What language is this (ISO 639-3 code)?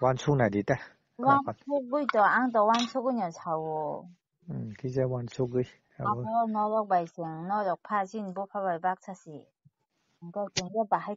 trp